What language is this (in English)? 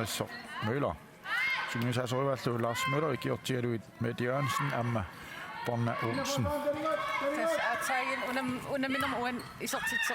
Kalaallisut